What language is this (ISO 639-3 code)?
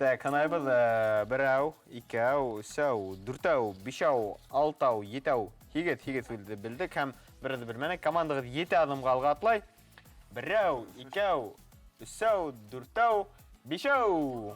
bak